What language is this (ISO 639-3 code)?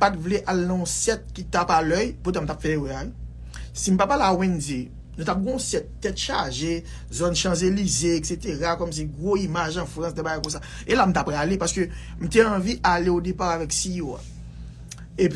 hat